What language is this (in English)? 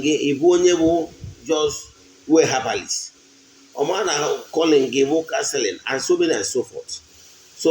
Igbo